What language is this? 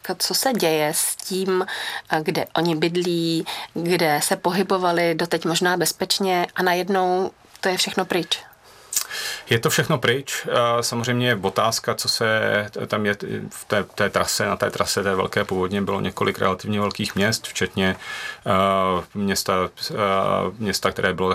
Czech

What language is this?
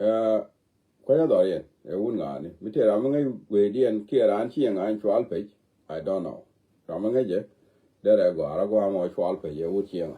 Nuer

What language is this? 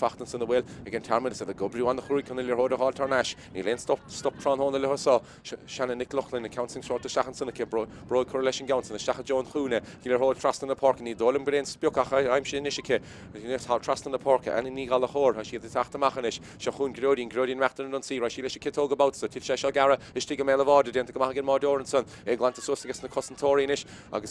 Irish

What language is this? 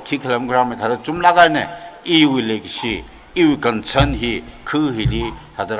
Tangkhul Naga (India)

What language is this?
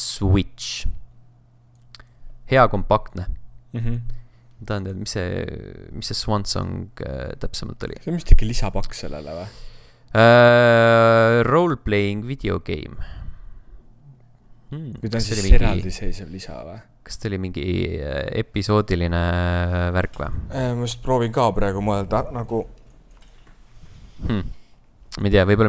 Estonian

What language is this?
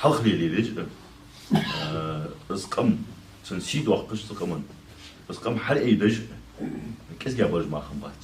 Ingush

